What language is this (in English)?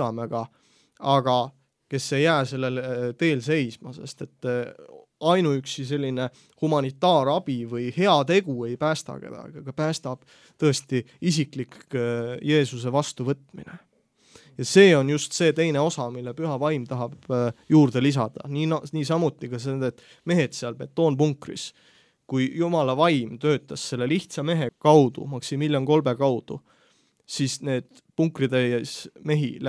Estonian